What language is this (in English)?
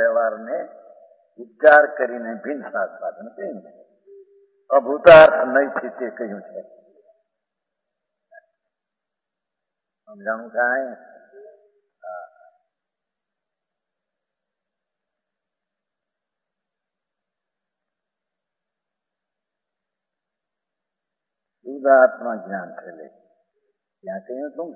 Gujarati